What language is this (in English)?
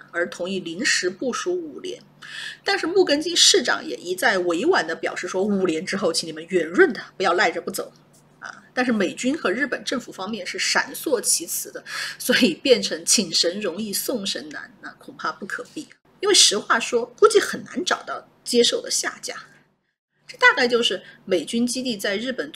Chinese